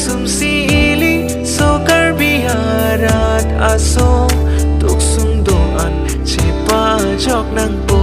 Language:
Karbi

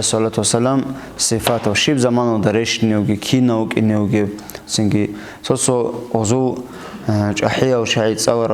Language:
Avaric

